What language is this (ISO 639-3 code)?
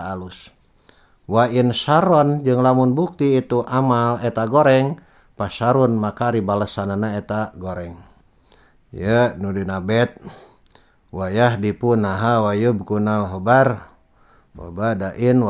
sun